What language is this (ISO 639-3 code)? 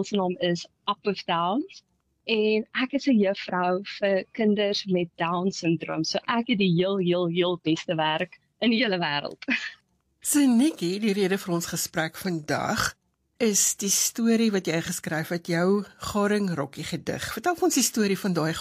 afr